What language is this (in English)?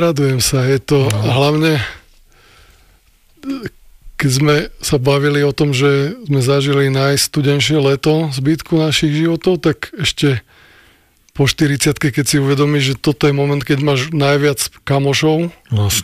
Slovak